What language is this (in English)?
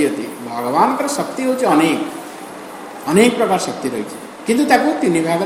Odia